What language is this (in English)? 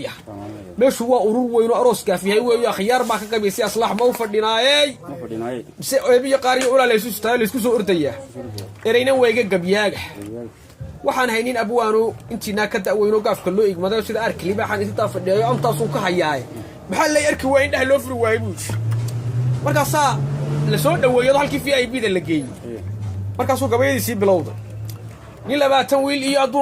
Somali